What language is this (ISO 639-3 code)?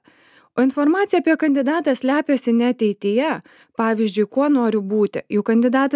lit